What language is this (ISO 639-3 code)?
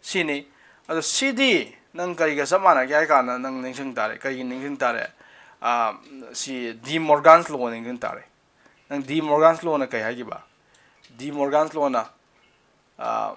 mni